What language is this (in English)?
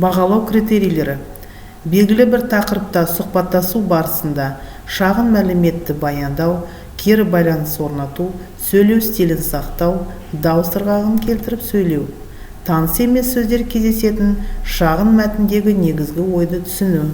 Kazakh